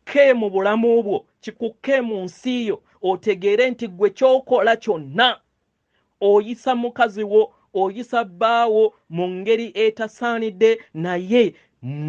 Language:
Ganda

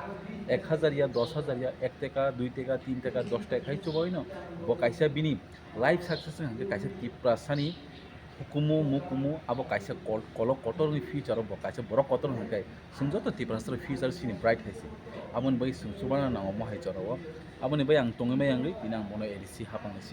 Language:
Kok Borok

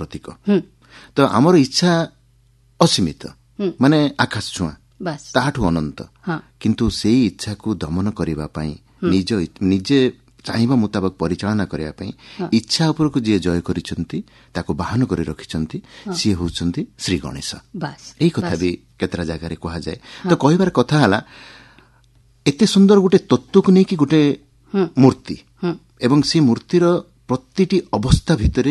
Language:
Odia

